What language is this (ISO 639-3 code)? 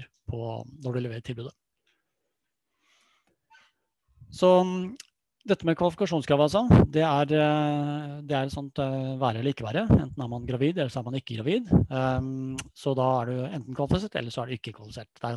nor